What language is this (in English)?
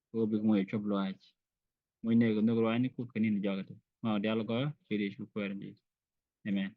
Nuer